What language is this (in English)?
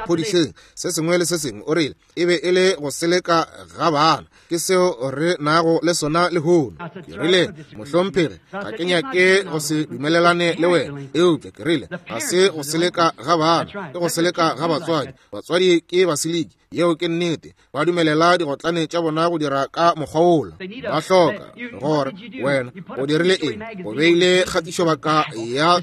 Northern Sotho